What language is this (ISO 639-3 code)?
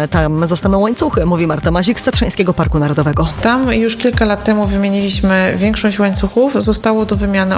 pol